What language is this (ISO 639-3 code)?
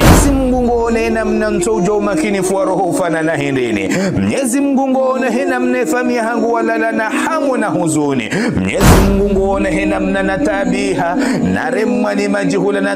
zdj